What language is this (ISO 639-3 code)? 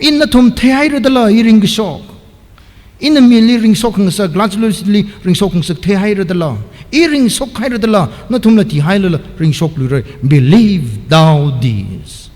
nmf